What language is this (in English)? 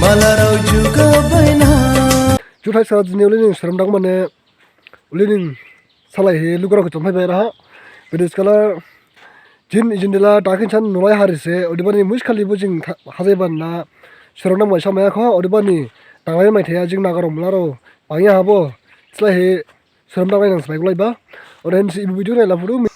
Dimasa